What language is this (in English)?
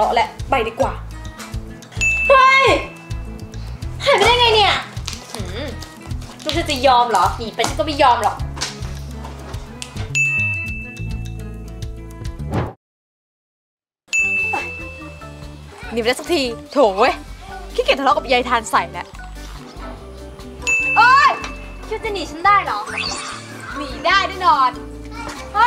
Thai